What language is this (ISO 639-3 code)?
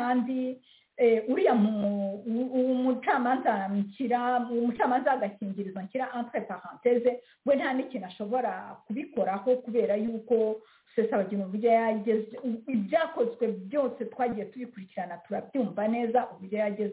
kin